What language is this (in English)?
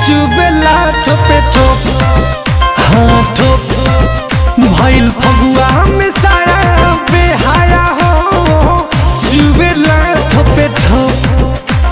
Bhojpuri